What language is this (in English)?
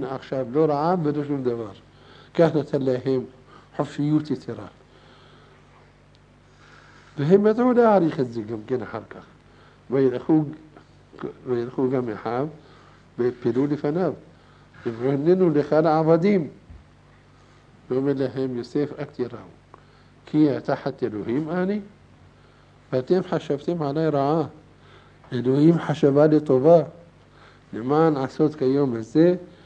Hebrew